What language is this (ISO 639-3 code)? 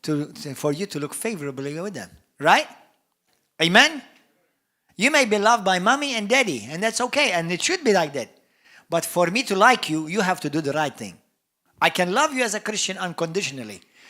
eng